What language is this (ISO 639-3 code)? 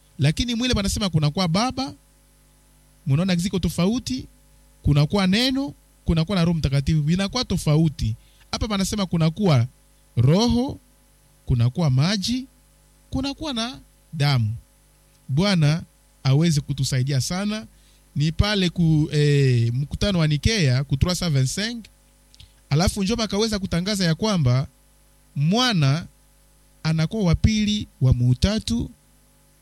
swa